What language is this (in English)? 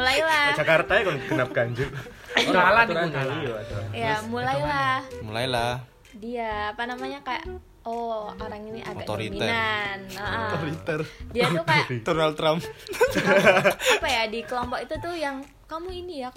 Indonesian